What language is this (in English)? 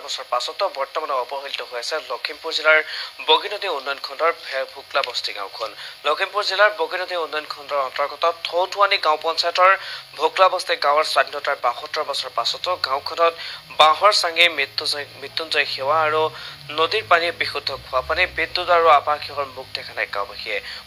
Assamese